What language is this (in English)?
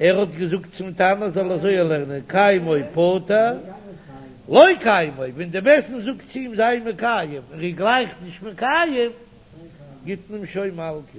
Yiddish